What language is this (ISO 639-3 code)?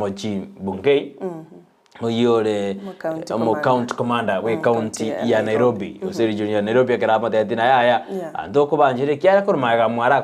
guz